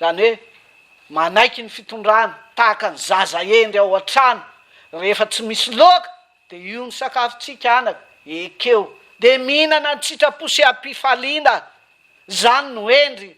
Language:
Malagasy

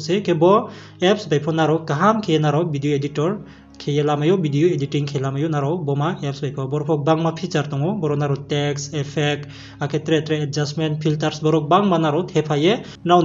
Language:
Riang (India)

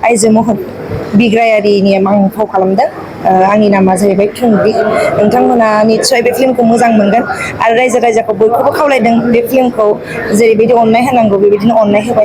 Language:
Bodo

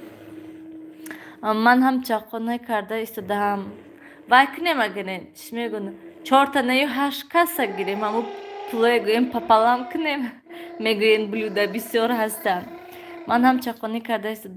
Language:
Tajik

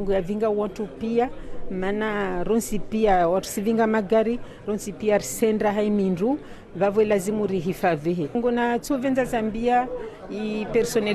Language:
Ngazidja Comorian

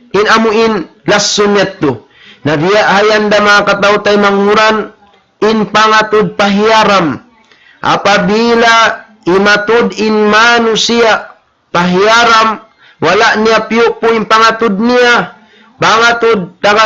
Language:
Tausug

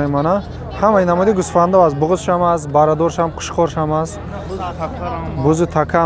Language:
Tajik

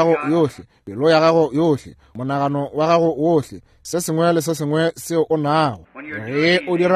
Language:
Northern Sotho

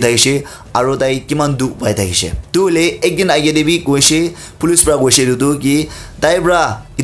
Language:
Naga Pidgin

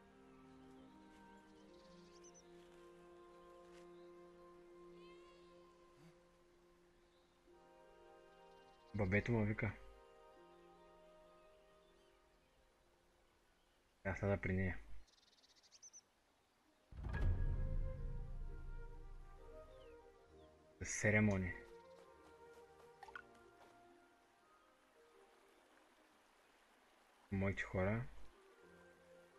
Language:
Bulgarian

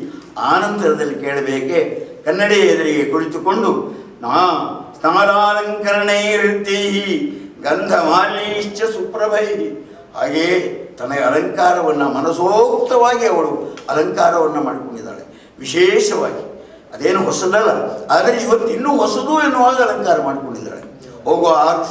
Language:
Kannada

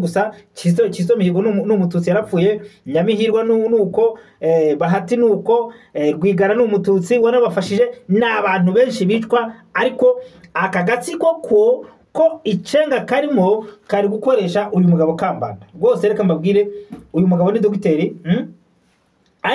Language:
Kinyarwanda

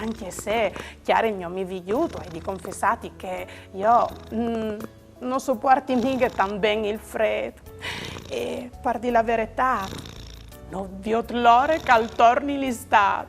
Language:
Friulian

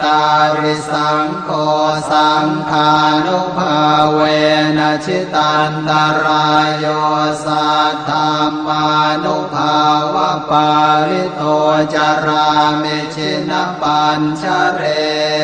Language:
Pali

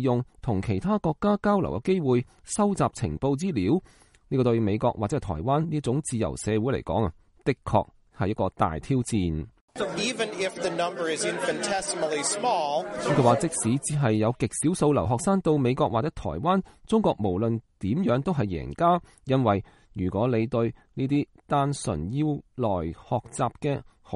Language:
Cantonese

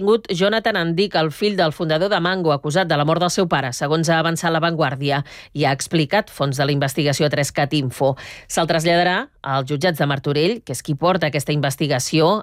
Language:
Catalan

